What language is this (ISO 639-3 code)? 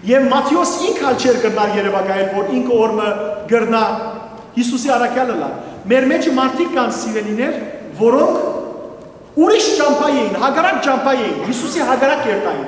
hyw